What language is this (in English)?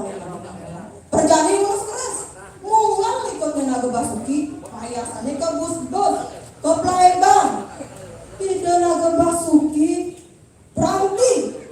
Balinese